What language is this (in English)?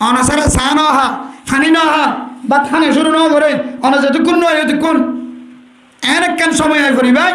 Rohingya